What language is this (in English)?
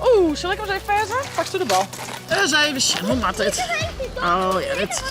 Western Frisian